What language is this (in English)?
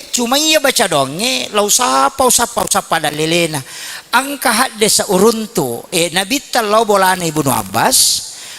Buginese